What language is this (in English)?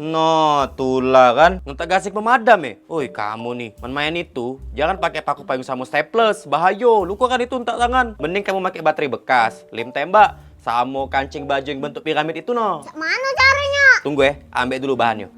Musi